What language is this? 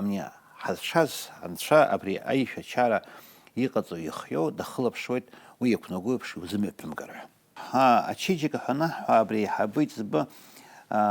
Abkhazian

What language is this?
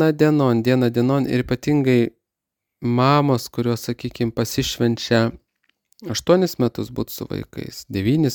Lithuanian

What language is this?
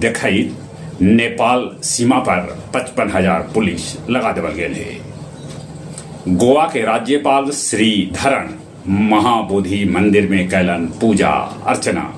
Magahi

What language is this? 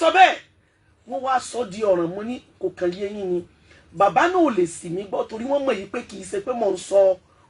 Yoruba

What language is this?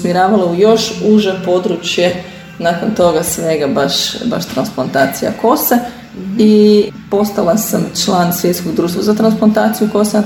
Croatian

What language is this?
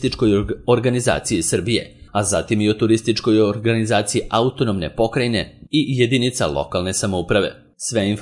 Serbian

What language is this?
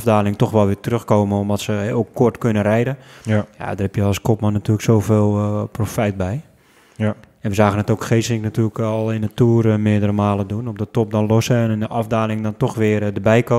Dutch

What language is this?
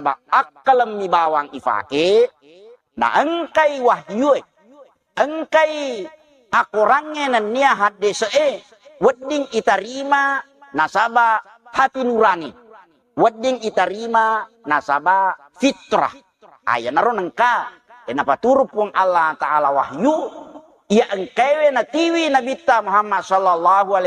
Buginese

